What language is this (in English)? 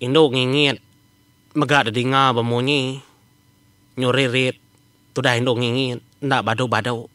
Iban